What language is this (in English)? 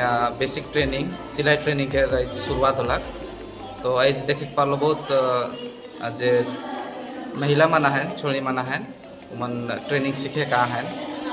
Sadri